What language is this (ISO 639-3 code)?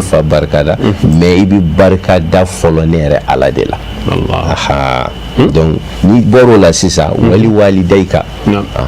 bam